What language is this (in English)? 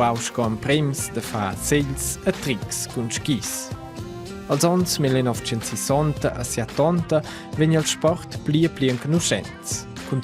Romansh